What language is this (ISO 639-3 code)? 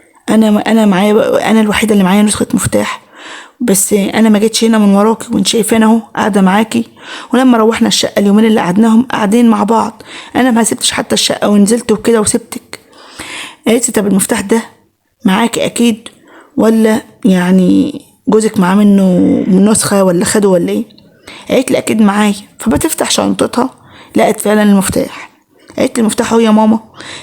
arz